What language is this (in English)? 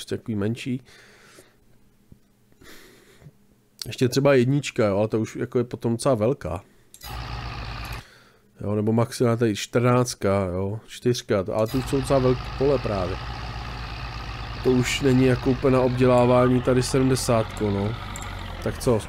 Czech